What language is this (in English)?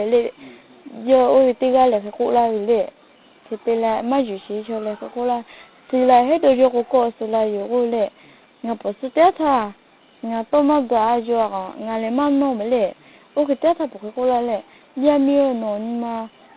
Lahu